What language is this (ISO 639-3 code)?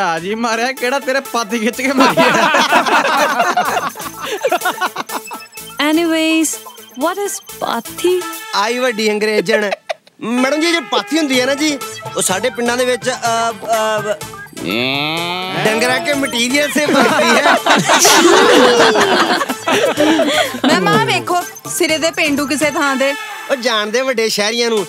pan